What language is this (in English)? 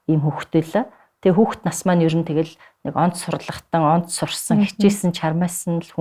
Mongolian